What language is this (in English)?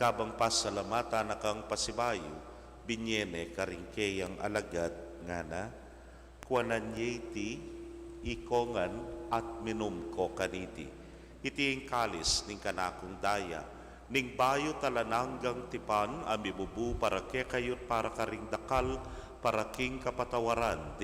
Pampanga